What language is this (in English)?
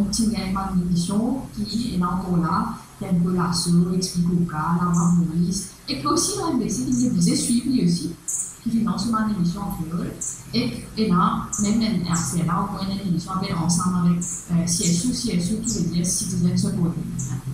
Morisyen